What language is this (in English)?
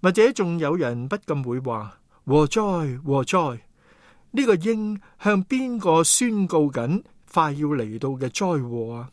Cantonese